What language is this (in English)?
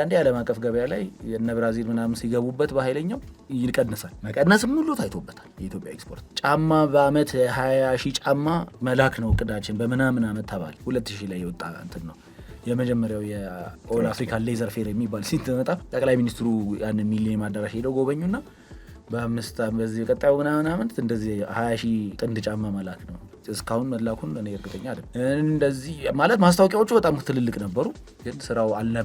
Amharic